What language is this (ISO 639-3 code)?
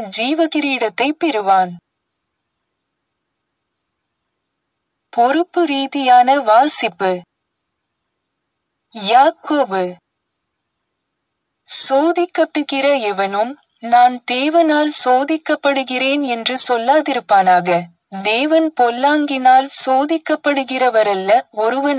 tam